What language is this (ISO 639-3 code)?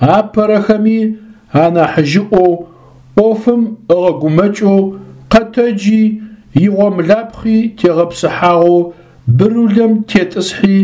ady